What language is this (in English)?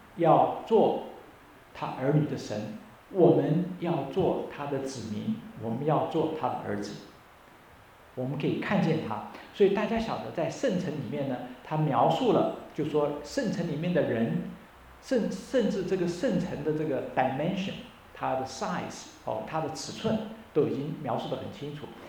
Chinese